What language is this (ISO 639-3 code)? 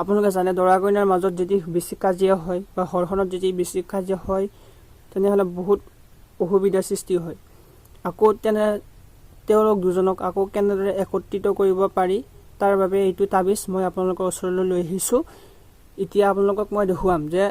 asm